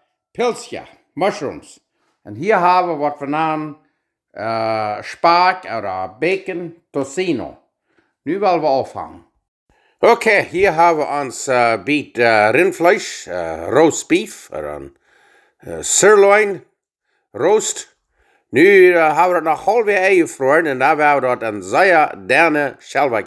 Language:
Plautdietsch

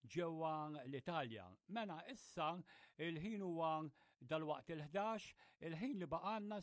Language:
Maltese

